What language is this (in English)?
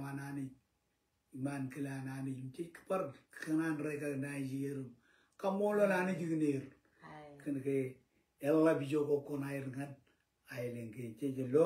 Marshallese